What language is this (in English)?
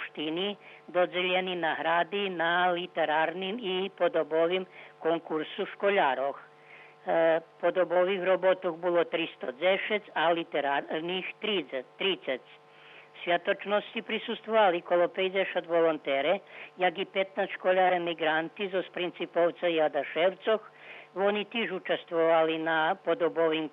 Rusyn